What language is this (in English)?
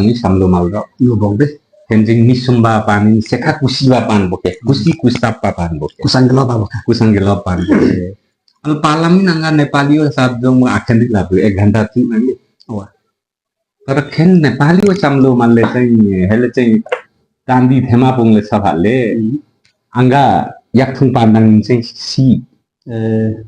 Limbu